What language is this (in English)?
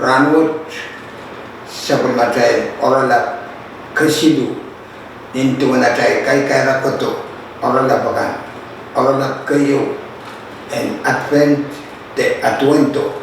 Pohnpeian